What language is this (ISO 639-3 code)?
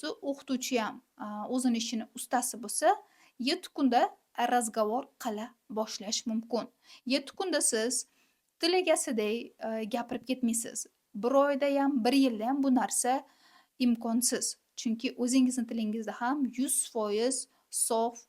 uzb